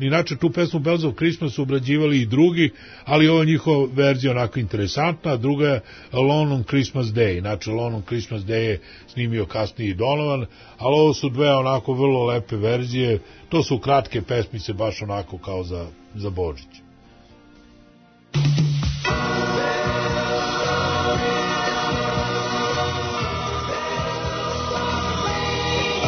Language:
Serbian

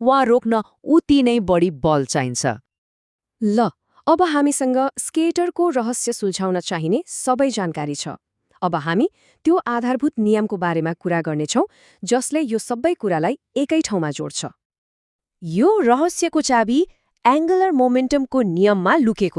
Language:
Nepali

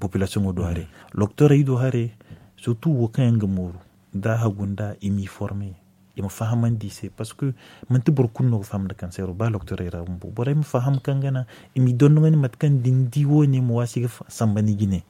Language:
Zarma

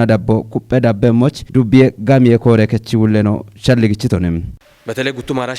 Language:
Kafa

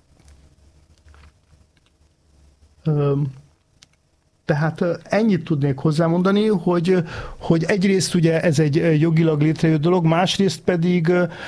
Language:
Hungarian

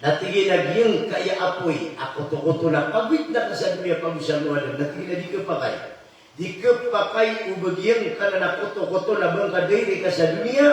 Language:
Maranao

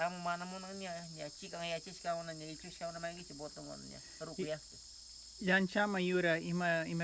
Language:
Northern Pastaza Quichua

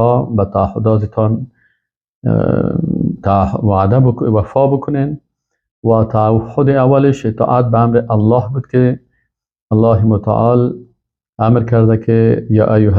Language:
Persian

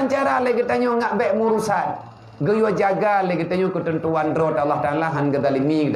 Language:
Achinese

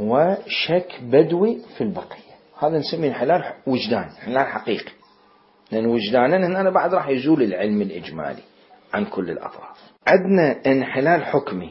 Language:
Mesopotamian Arabic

